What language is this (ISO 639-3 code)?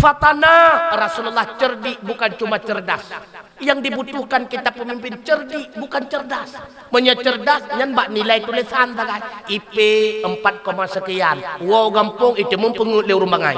ace